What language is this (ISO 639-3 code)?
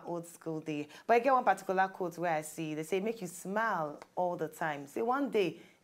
pcm